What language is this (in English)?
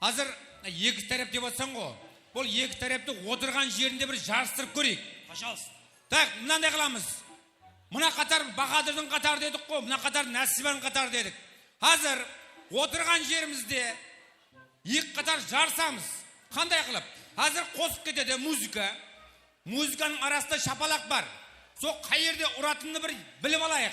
Kara-Kalpak